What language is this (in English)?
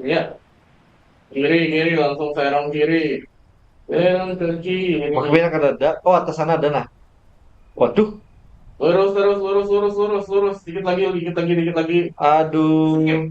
Banjar